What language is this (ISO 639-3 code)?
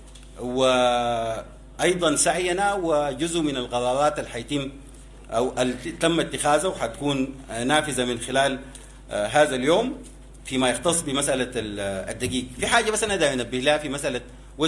apd